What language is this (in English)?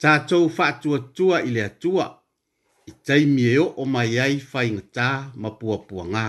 Samoan